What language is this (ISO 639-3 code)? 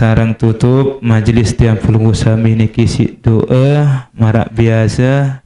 sas